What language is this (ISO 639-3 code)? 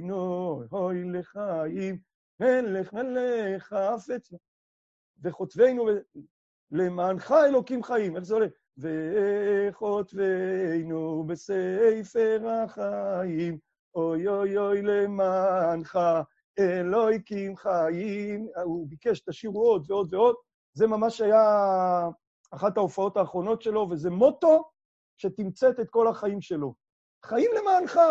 heb